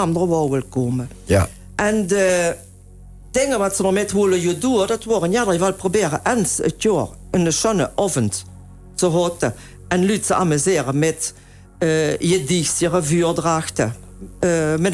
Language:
Limburgish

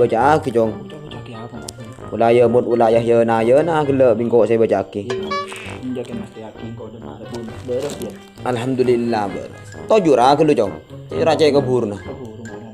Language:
Madurese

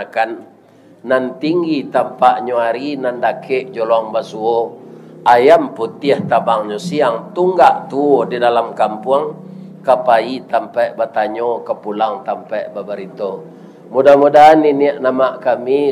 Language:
Minangkabau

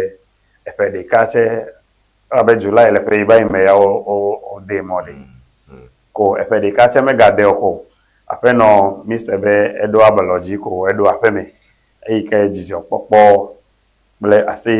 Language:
Ewe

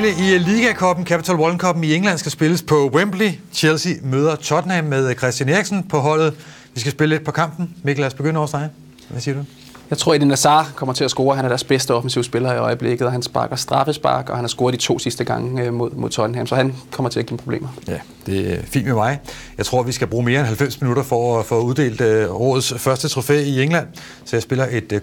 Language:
Danish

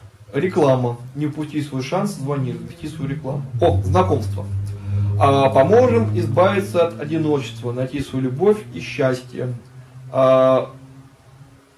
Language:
Russian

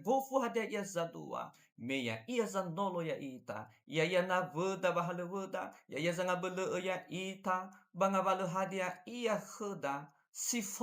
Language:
Nias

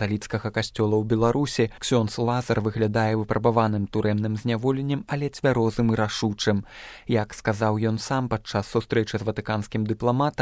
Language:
Belarusian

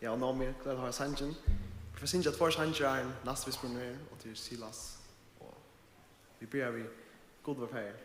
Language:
Faroese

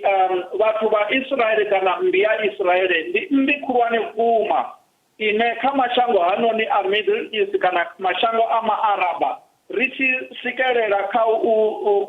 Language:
Venda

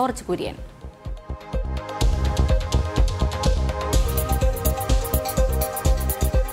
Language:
Malayalam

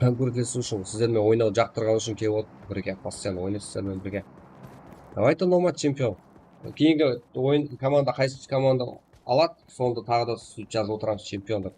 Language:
Kara-Kalpak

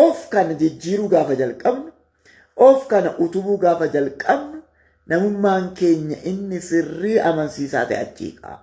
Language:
Oromo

